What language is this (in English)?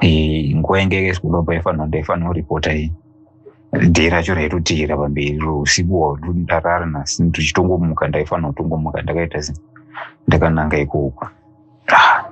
Shona